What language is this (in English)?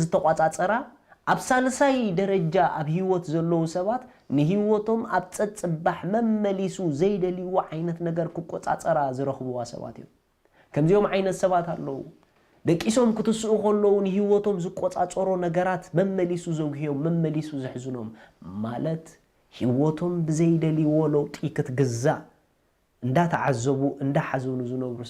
Tigrinya